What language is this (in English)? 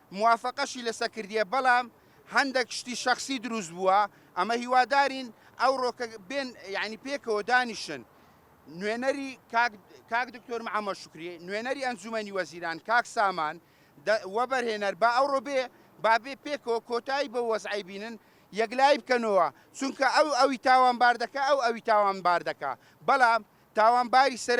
Central Kurdish